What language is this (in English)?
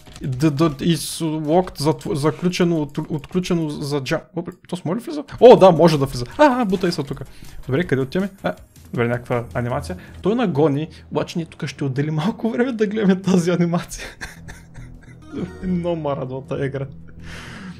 Bulgarian